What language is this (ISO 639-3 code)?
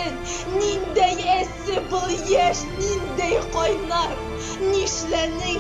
bak